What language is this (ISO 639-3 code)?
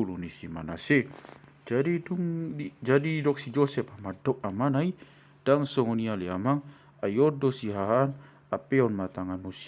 bbc